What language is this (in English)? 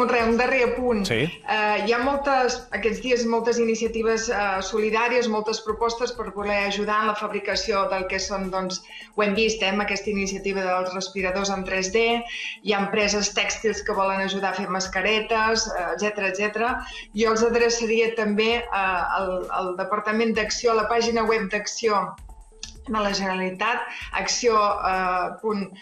Catalan